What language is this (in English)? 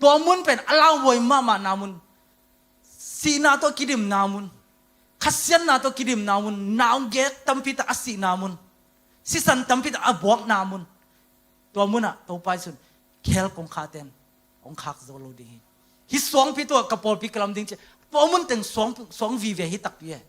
Tedim Chin